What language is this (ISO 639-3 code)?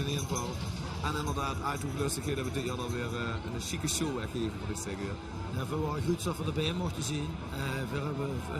lim